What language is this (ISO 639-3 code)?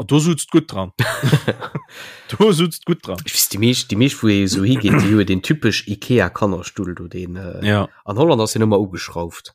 ltz